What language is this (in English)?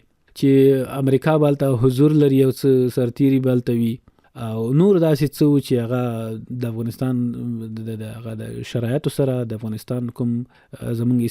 Pashto